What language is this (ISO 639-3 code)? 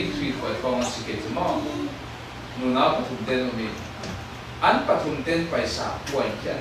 cfm